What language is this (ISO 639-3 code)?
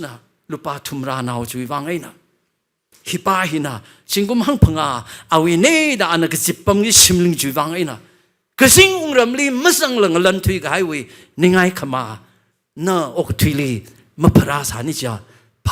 nmf